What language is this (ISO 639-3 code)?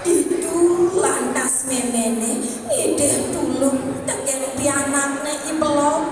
ban